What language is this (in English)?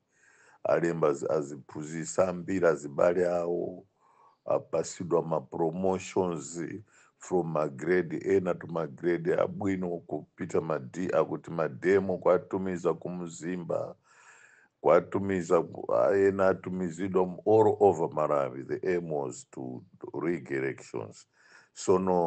Nyanja